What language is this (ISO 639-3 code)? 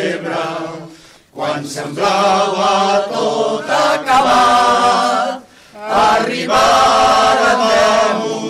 cat